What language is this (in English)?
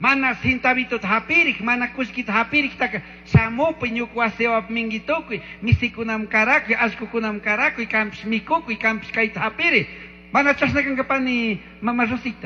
Chimborazo Highland Quichua